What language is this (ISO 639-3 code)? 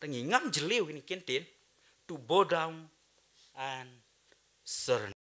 kha